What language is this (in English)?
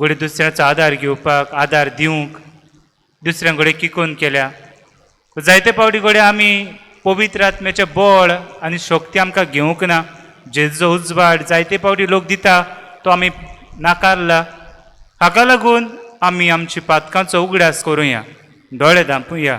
Konkani